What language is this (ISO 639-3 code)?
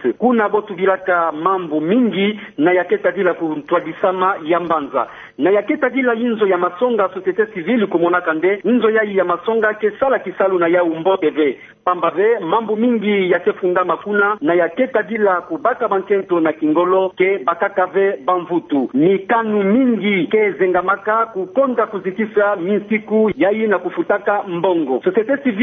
ktu